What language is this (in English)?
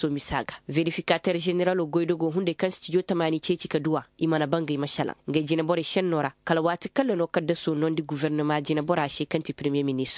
Zarma